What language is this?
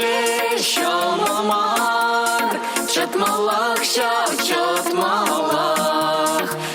Chuvash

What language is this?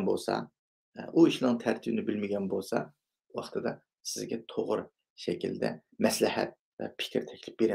Uyghur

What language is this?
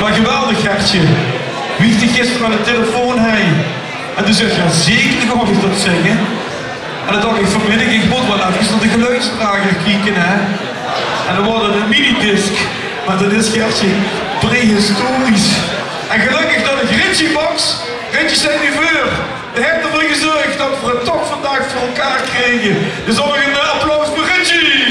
Limburgish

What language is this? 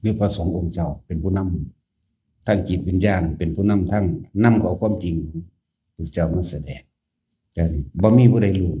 Northeastern Thai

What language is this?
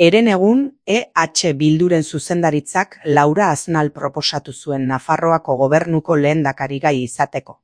Basque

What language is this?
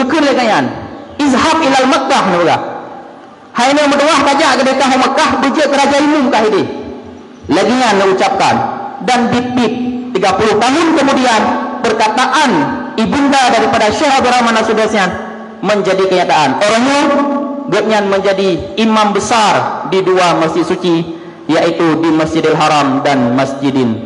Achinese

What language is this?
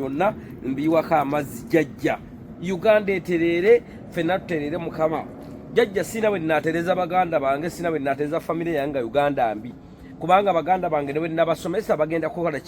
Ganda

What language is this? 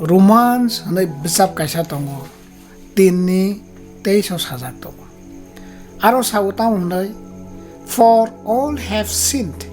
Kok Borok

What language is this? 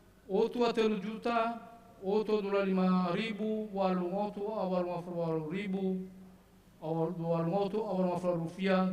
Nias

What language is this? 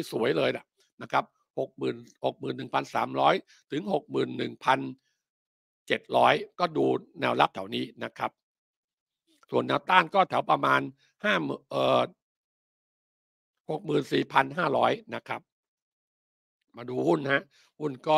Thai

